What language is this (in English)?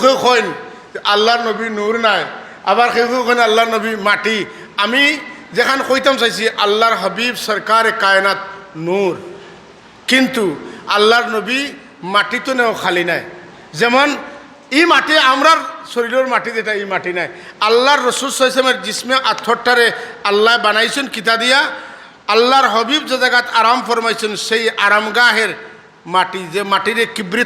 Sylheti